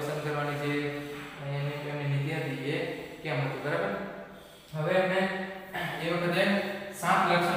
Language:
Gujarati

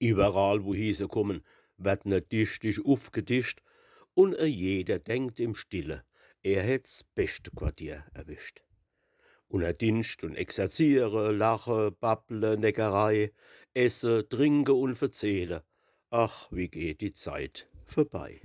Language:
Palatine German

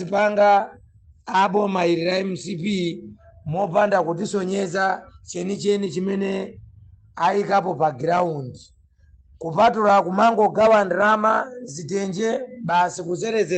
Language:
Nyanja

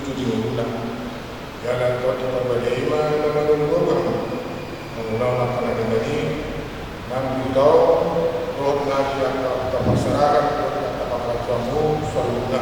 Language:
Batak Toba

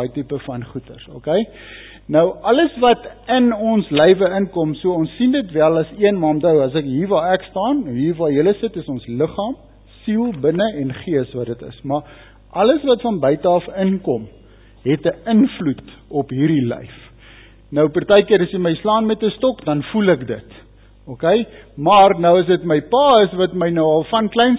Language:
Afrikaans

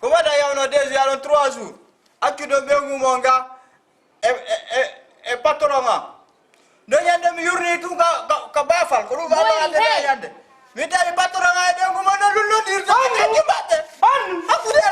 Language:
Fula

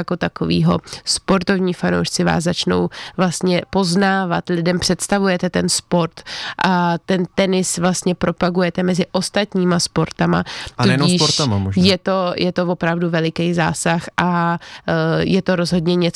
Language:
Czech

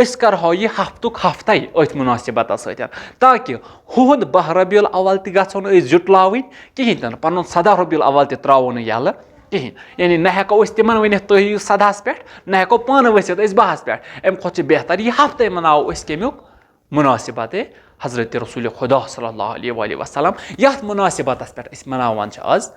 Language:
Kashmiri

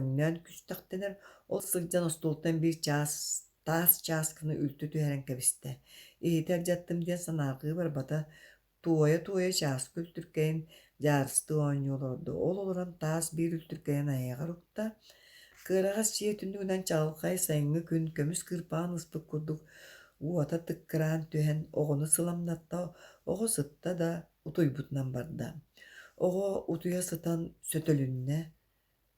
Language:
Yakut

